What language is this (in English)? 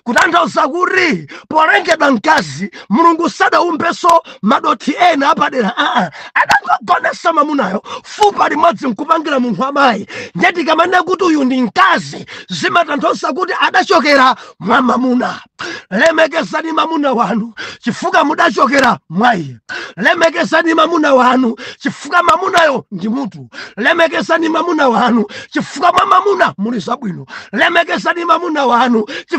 Nyanja